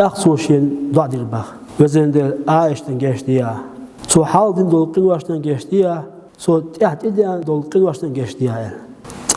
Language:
Chechen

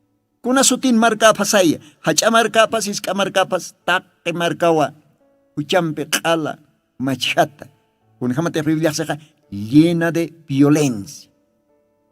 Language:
Aymara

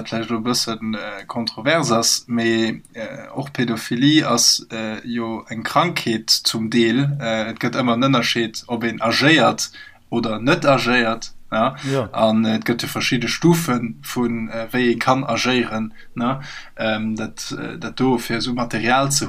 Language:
Luxembourgish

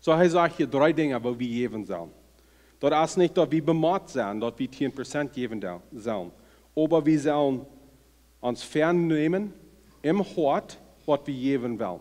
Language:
Plautdietsch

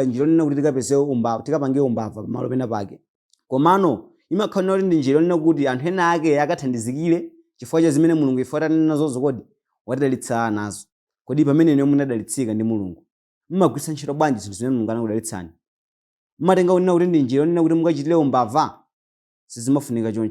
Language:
Nyanja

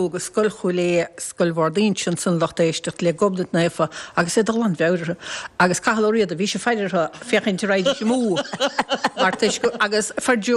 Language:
Irish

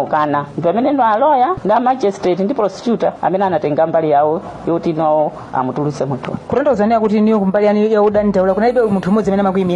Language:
Nyanja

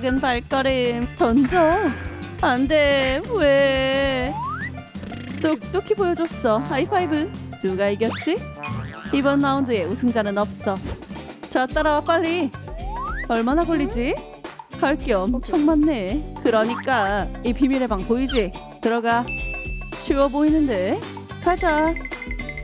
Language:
Korean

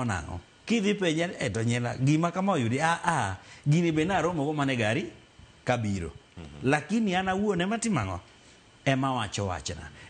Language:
Luo (Kenya and Tanzania)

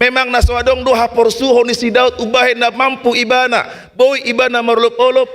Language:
Batak Toba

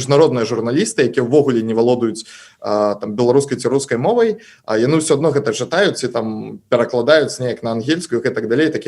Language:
Belarusian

